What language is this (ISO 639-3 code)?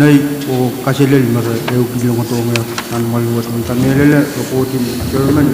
pon